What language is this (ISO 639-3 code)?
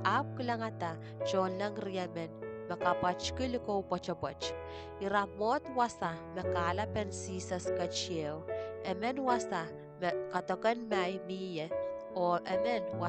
pon